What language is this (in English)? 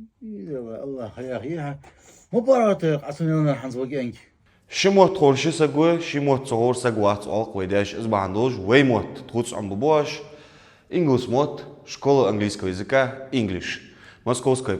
Ingush